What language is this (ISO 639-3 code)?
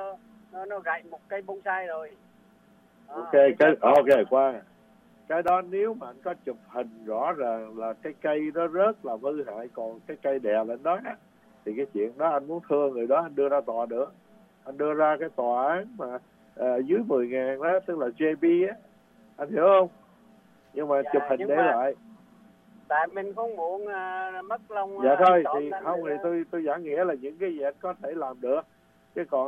vie